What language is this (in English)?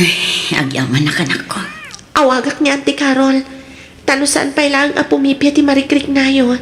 Iloko